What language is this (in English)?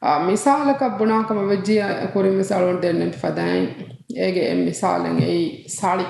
Divehi